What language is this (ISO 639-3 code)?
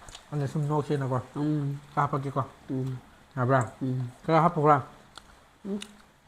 mni